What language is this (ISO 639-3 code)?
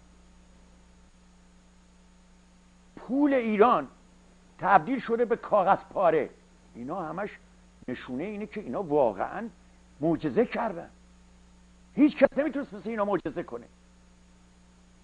fas